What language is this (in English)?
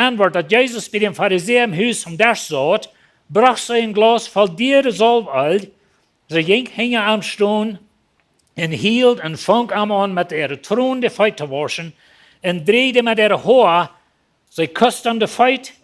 Plautdietsch